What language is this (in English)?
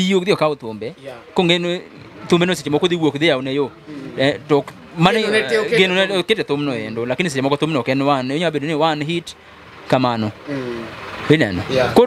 Luo (Kenya and Tanzania)